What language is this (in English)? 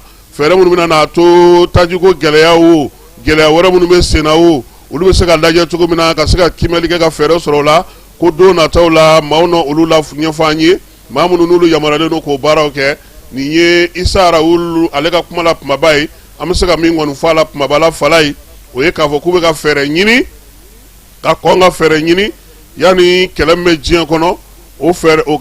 Bambara